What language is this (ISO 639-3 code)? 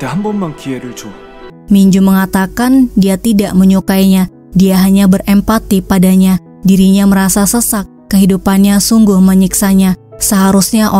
ind